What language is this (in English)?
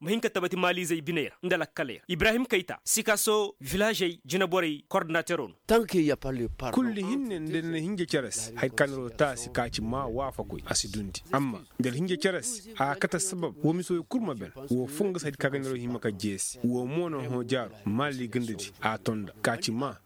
Koyraboro Senni